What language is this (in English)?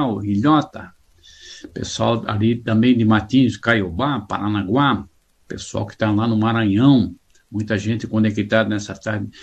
Portuguese